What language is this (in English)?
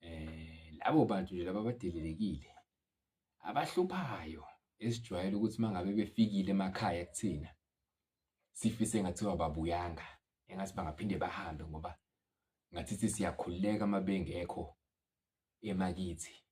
Zulu